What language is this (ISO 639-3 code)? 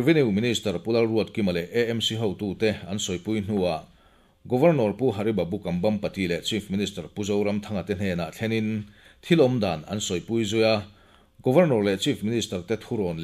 lus